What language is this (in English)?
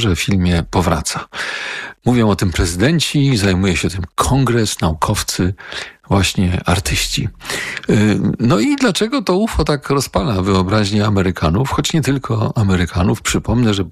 Polish